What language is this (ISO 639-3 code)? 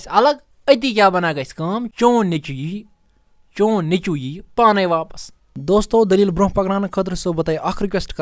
kas